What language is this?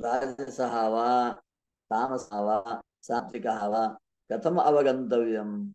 Sanskrit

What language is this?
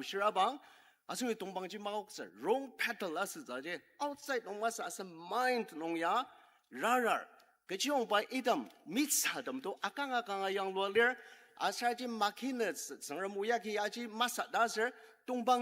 Ao Naga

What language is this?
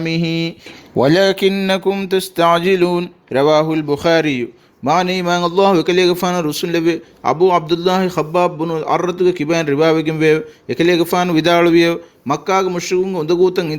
Divehi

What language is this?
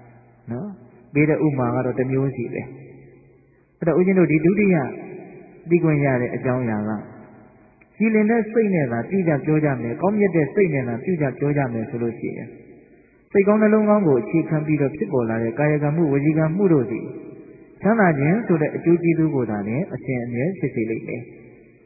Burmese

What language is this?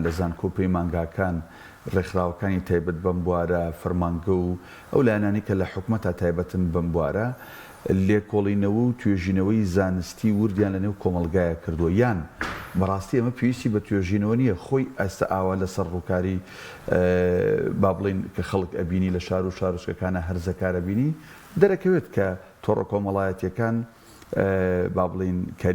Central Kurdish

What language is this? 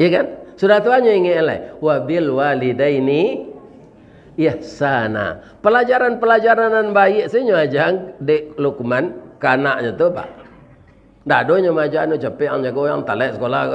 Minangkabau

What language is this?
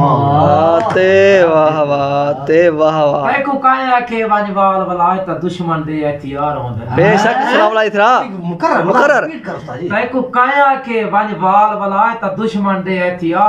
Saraiki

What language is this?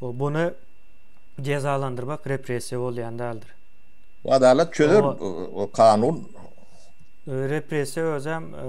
Turkmen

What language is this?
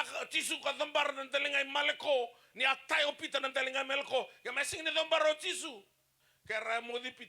Fijian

